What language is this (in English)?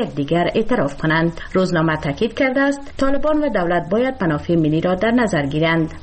Persian